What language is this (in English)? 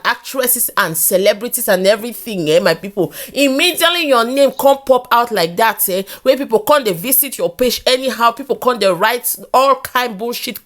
Nigerian Pidgin